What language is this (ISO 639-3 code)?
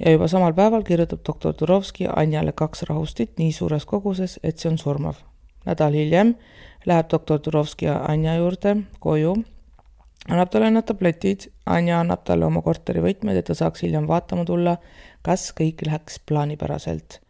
est